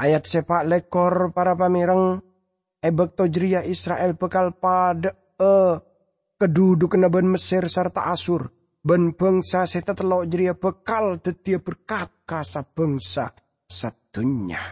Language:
Madurese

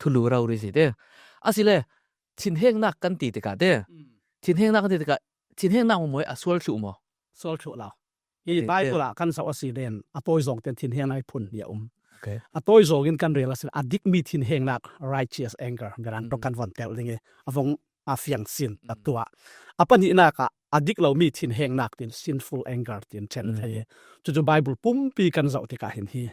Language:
Falam Chin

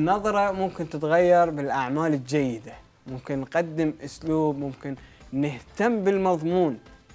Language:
Mesopotamian Arabic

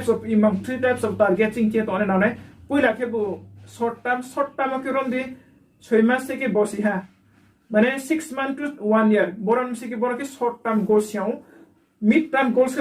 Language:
Riang (India)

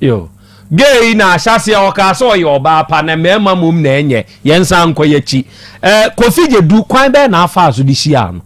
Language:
Akan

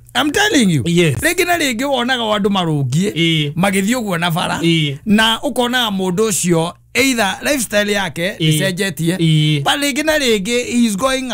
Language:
Kikuyu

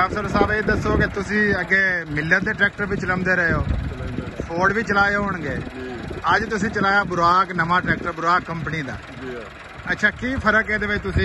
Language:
Punjabi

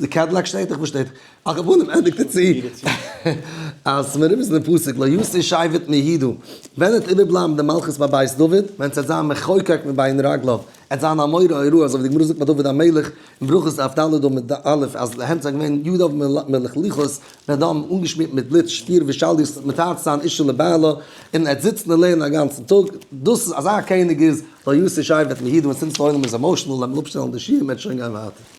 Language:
Yiddish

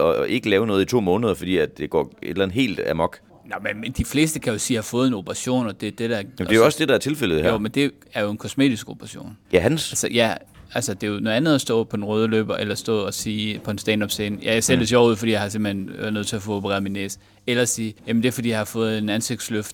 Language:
Danish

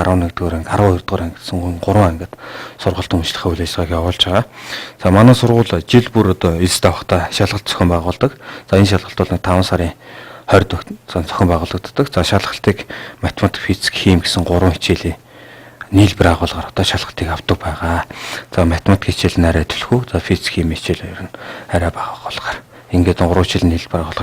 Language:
Mongolian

